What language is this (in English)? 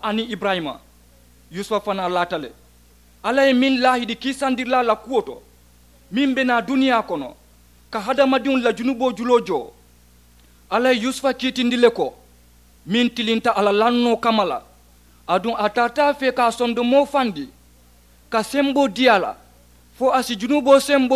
Mandingo